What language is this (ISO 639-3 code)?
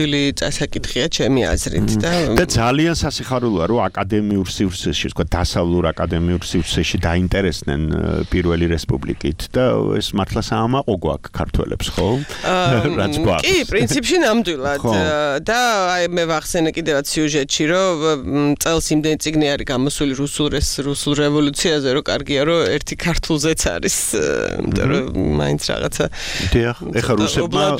kat